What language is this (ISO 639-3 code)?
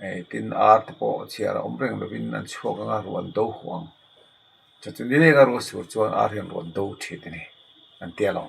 lus